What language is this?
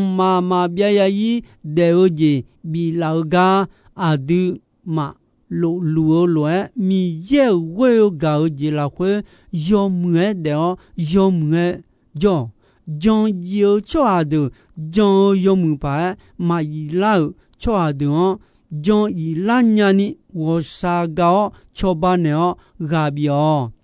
Akha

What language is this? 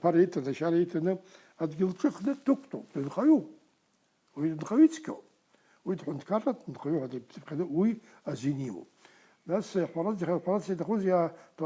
Abkhazian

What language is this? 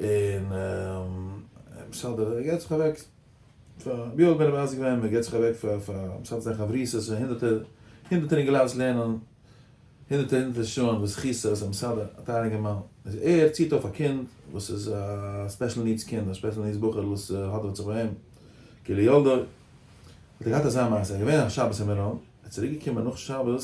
Yiddish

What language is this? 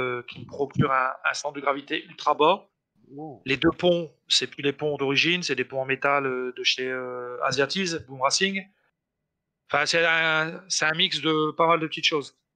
French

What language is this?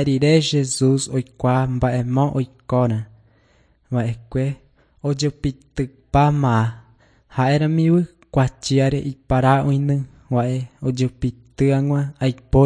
Guarani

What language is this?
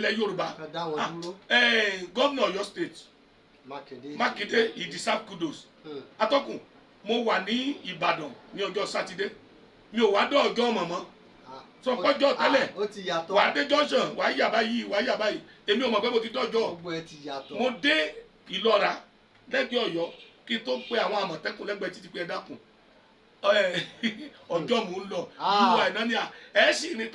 Yoruba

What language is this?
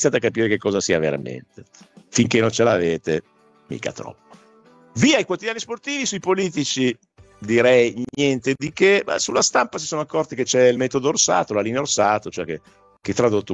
Italian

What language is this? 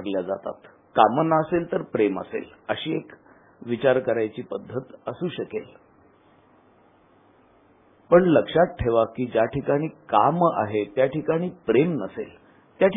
Marathi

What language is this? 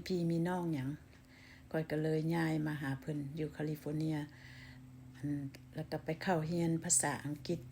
Lao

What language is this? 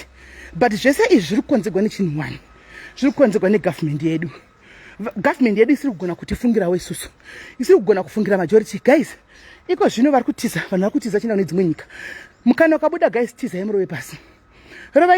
Shona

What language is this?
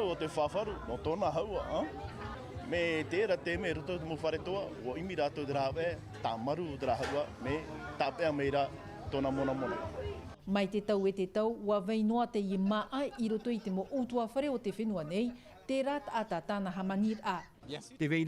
Tahitian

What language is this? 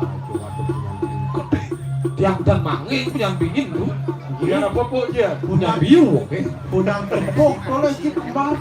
Balinese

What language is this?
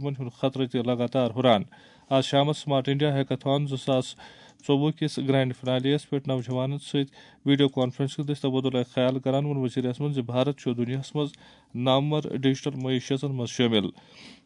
Kashmiri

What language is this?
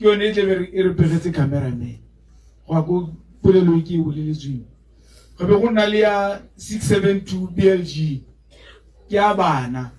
Tswana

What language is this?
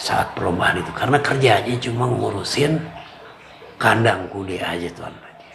Betawi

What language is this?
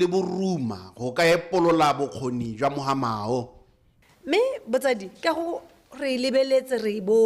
Tswana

